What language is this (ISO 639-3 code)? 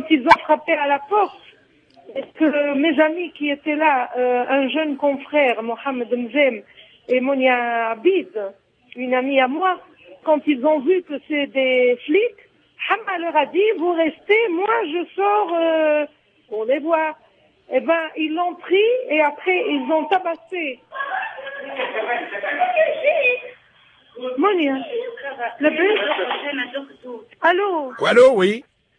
fra